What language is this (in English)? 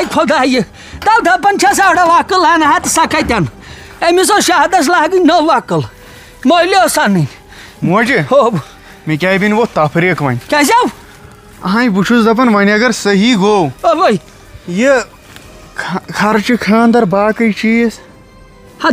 Kashmiri